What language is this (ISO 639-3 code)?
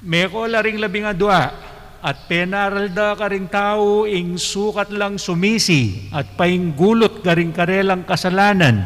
pam